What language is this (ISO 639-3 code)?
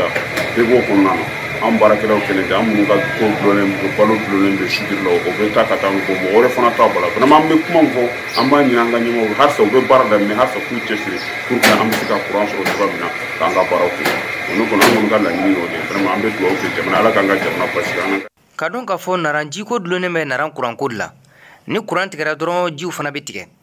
bam